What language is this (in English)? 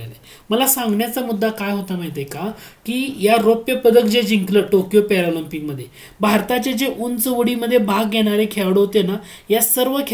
Marathi